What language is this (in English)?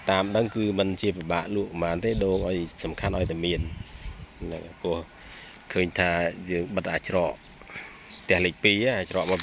Khmer